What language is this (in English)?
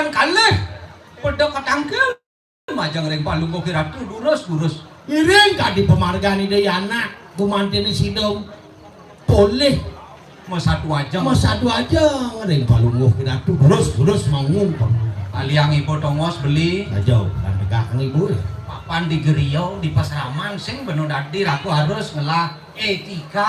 Balinese